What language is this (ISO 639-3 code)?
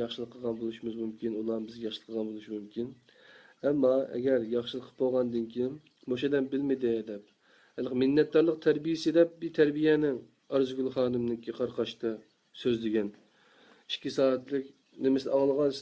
uig